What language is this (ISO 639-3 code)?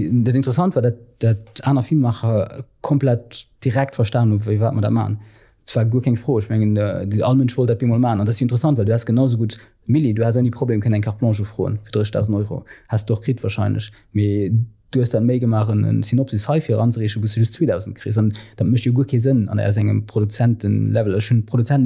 ltz